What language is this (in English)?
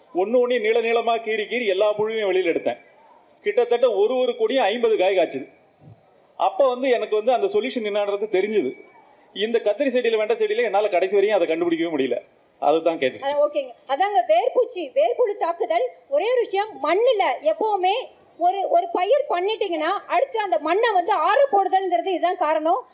Tamil